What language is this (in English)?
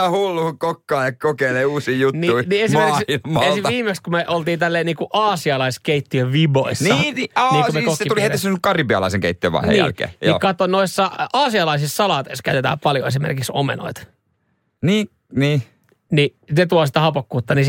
Finnish